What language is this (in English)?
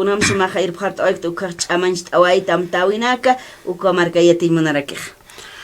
Aymara